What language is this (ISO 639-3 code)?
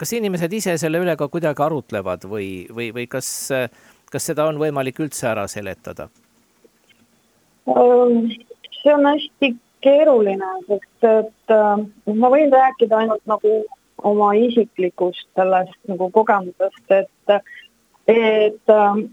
est